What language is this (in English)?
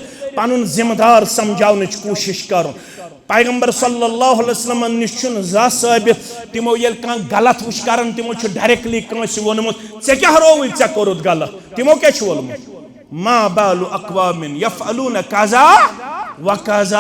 Kashmiri